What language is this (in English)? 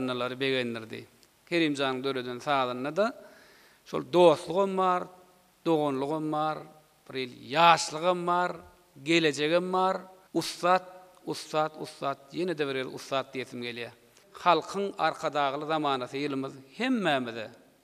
Turkmen